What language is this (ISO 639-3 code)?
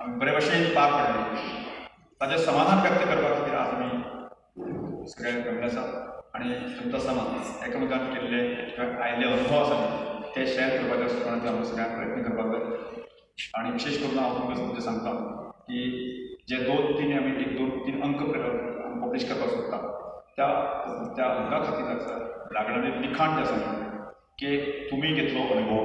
kok